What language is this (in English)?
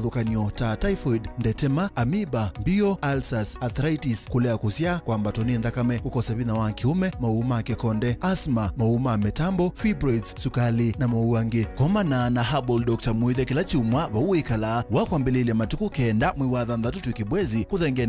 Kamba